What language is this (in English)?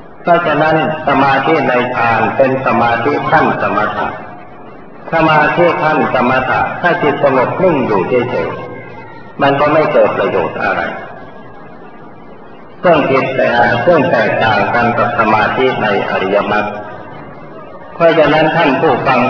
Thai